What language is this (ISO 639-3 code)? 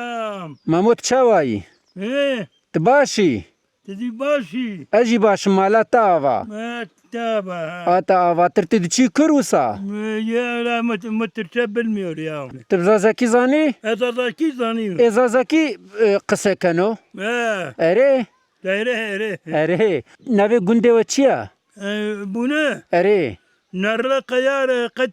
kur